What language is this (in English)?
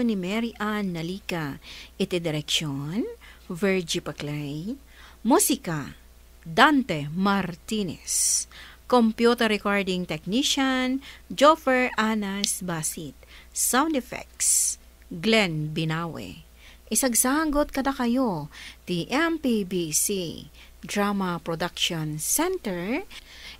Iloko